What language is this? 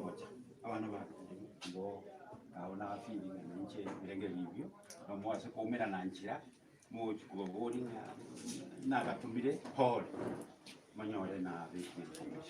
Gusii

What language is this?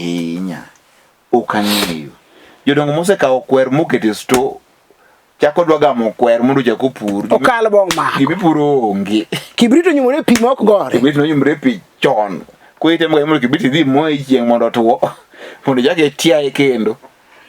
Luo (Kenya and Tanzania)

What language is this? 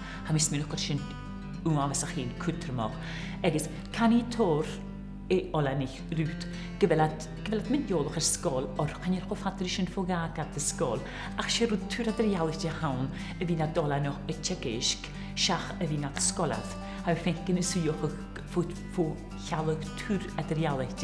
Scottish Gaelic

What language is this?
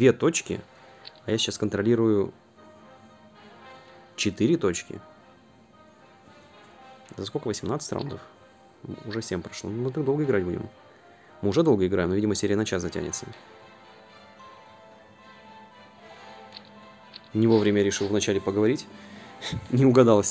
Russian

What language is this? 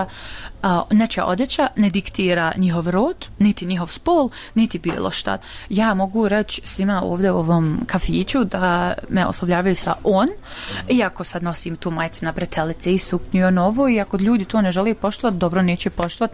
Bosnian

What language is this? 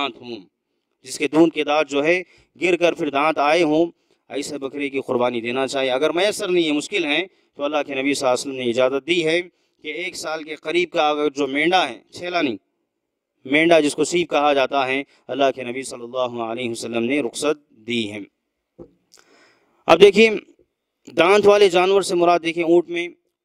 Urdu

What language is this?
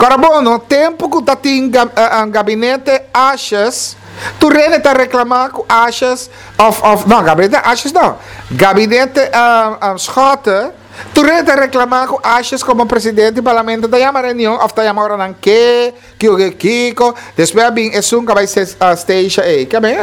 Papiamento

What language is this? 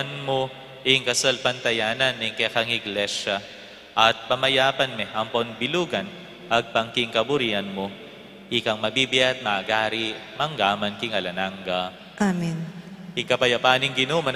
Pampanga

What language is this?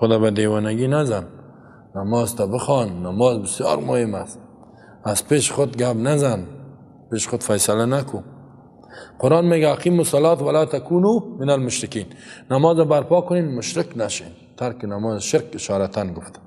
Persian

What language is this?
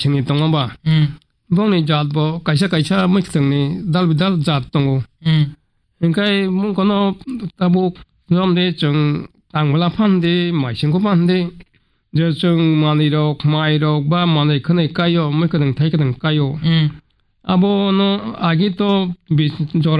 Kok Borok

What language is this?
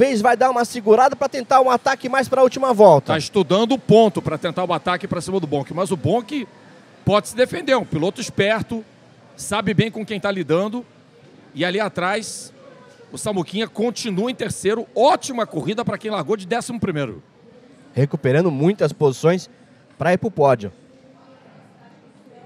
Portuguese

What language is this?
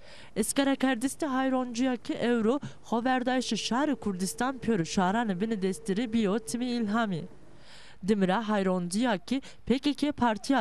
Zaza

